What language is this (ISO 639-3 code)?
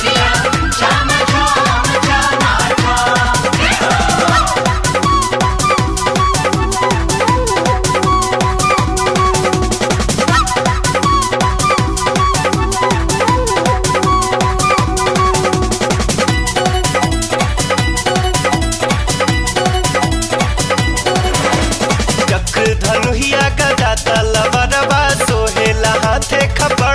bho